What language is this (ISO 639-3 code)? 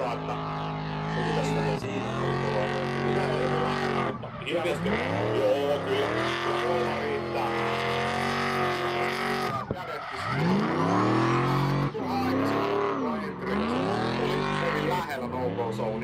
fin